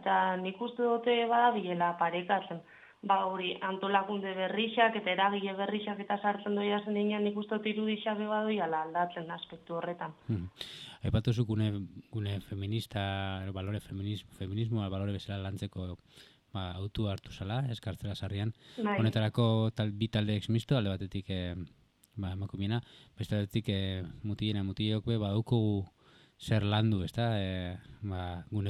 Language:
Basque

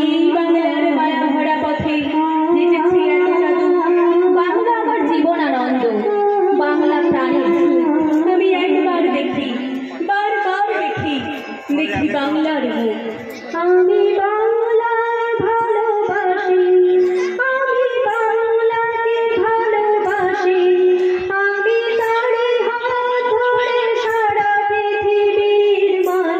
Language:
Bangla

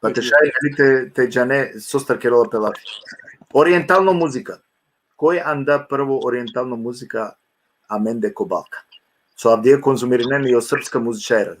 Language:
Balkan Romani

